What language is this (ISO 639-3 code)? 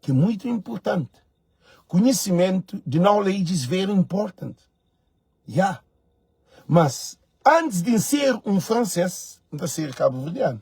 kea